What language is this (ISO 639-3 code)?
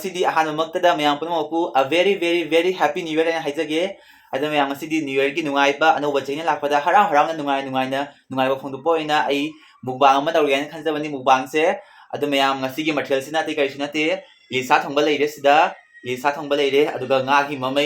mni